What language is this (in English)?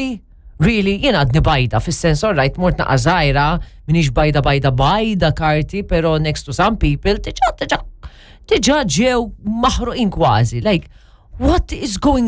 Maltese